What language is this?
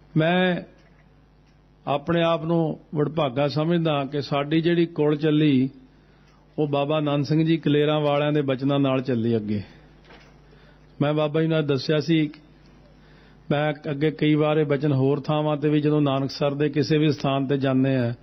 Punjabi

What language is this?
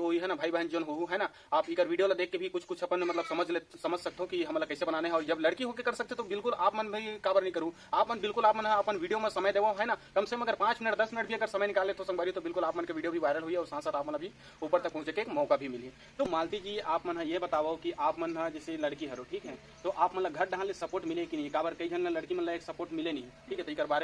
Chhattisgarhi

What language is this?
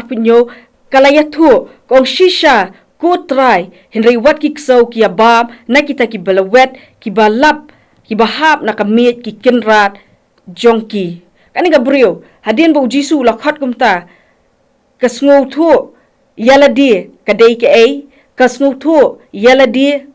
Khasi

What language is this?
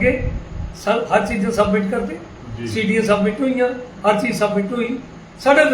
Dogri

